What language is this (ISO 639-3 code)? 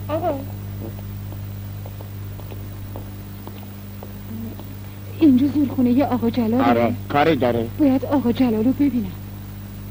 fas